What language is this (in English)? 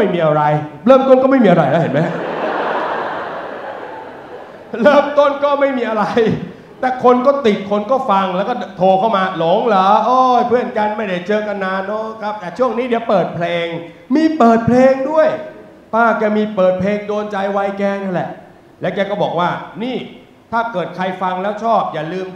Thai